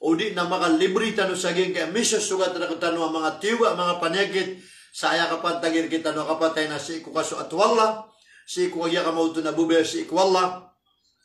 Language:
Maranao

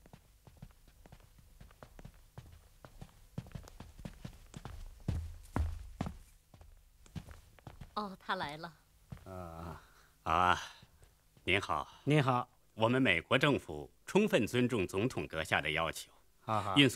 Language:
Chinese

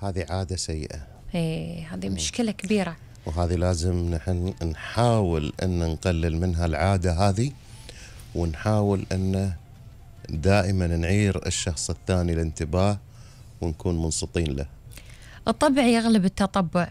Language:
Gulf Arabic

